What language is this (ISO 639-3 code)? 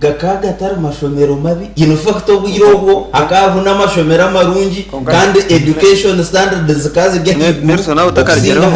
nyn